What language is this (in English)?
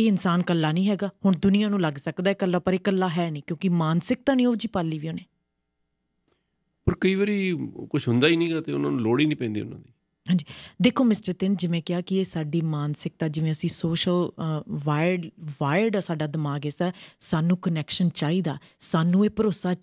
Punjabi